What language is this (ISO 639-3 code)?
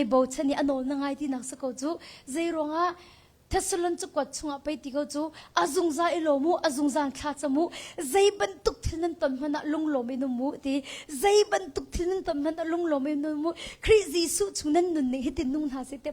cnh